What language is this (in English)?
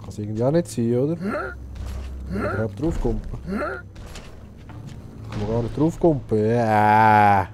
Swiss German